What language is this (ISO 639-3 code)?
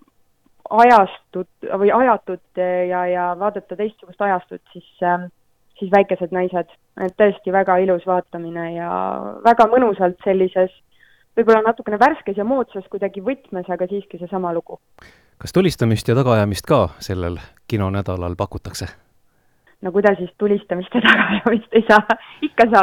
est